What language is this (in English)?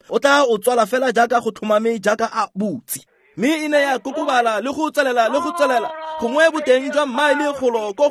Tswana